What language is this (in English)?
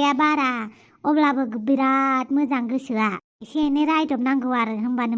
Bodo